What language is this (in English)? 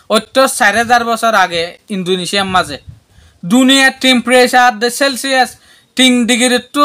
Rohingya